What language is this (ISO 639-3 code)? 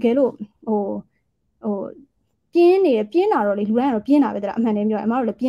mya